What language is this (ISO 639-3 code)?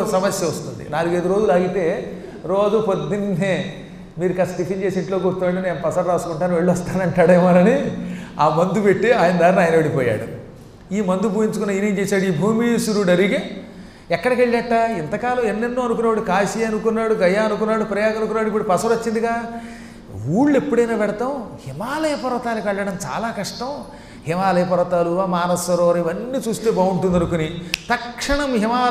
tel